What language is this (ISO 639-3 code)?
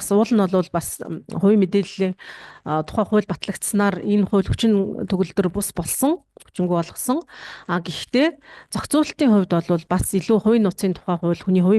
mon